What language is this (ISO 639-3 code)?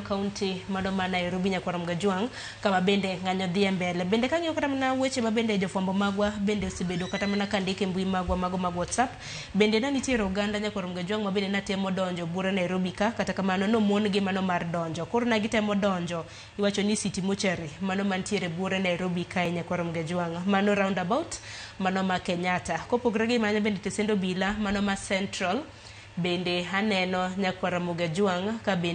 luo